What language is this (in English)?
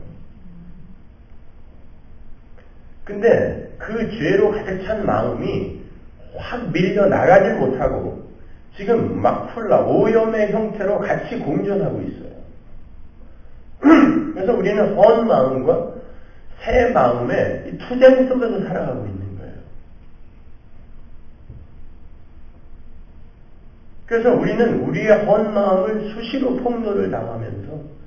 Korean